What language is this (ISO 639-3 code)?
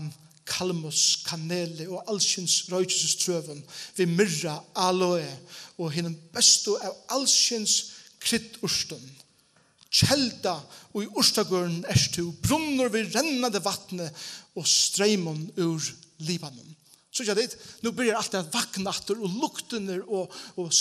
fao